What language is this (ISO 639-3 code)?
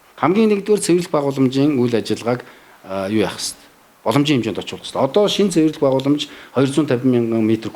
mon